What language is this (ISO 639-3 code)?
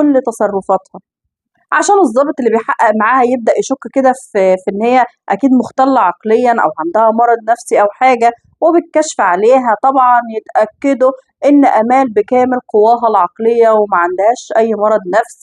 arz